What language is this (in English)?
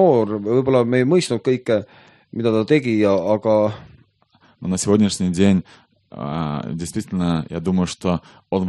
Estonian